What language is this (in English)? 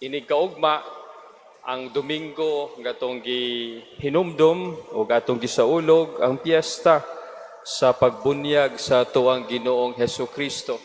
Cebuano